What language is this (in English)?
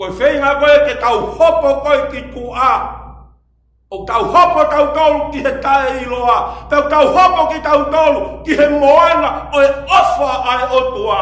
Tongan